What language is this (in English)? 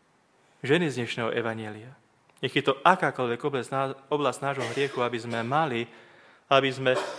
Slovak